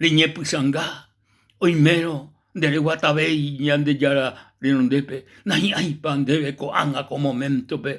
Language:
Guarani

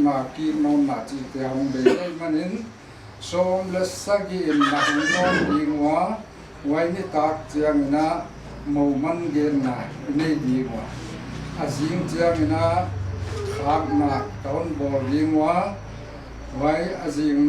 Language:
Paite Chin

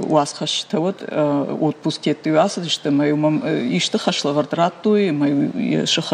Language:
Ossetic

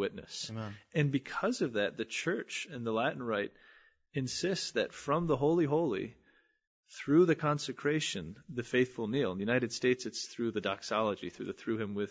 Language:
English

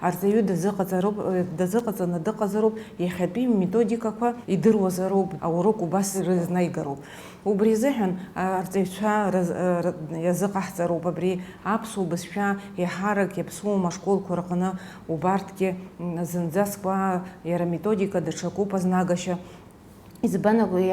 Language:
Abkhazian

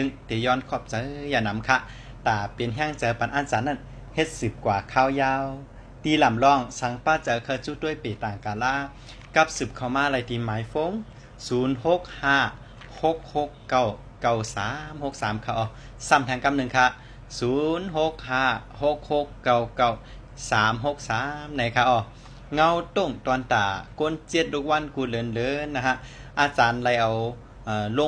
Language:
Shan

